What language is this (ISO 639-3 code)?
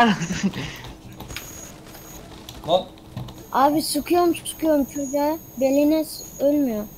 tur